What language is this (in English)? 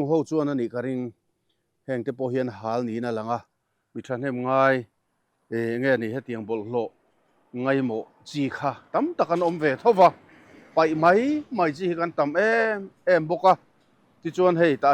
Mizo